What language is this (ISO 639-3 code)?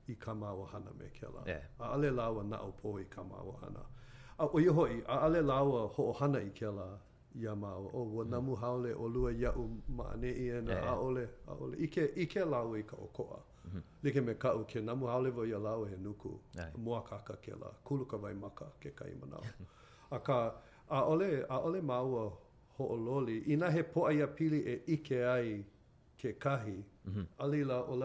haw